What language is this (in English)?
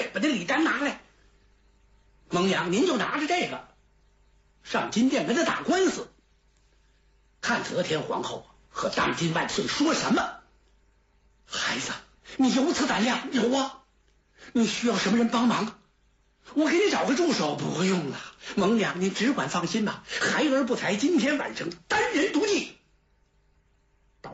Chinese